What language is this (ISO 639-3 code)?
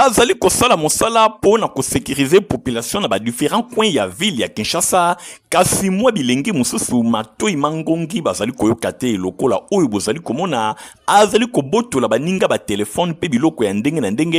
lin